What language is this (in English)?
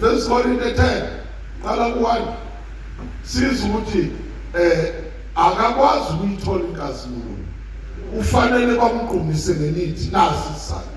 Zulu